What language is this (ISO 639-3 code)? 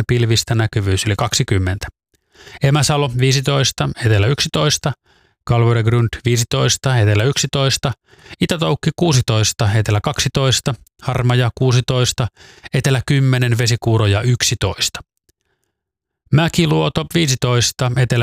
fin